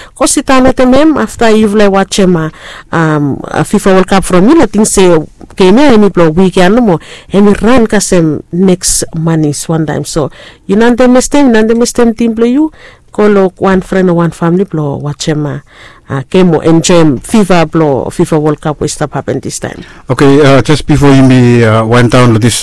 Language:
Bislama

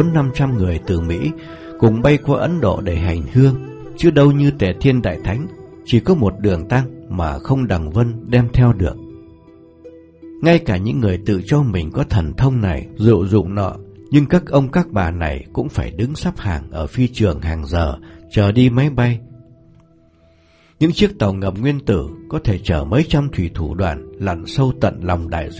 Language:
Vietnamese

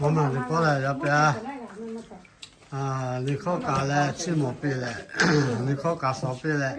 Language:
Lahu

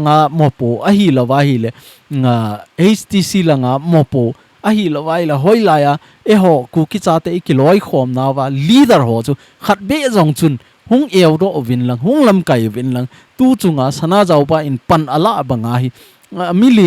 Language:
Thado Chin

